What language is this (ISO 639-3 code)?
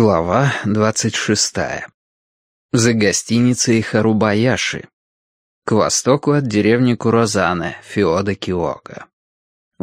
rus